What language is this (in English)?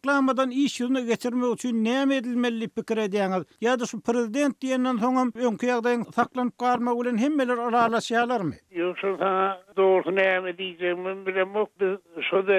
Turkmen